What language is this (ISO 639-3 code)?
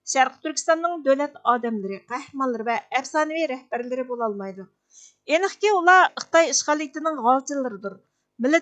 uig